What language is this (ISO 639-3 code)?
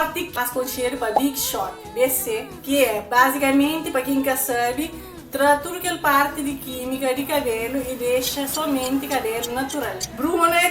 kea